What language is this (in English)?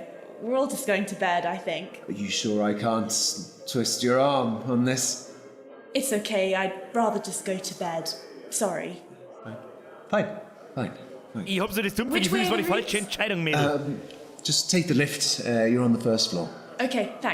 Bavarian